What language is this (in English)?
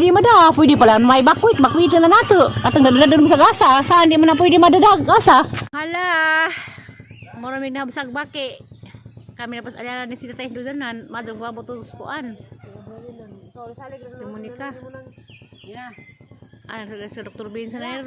Cebuano